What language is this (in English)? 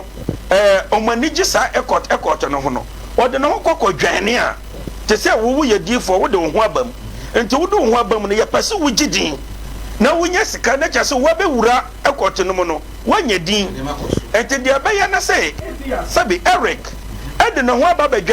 Akan